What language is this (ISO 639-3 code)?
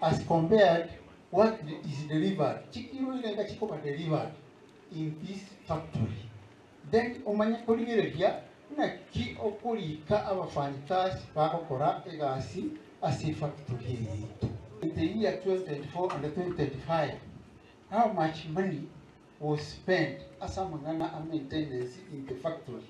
guz